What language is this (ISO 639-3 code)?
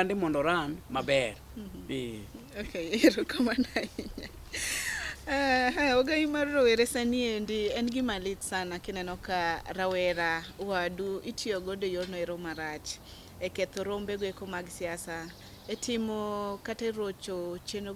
luo